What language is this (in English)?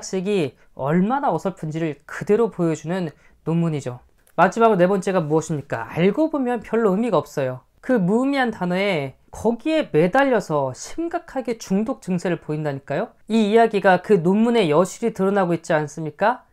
Korean